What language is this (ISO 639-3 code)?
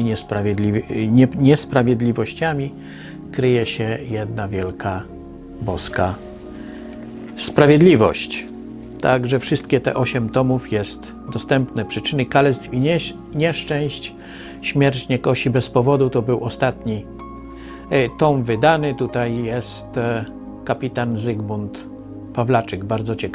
pol